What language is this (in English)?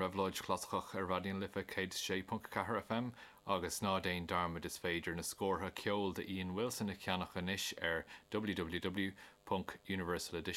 Irish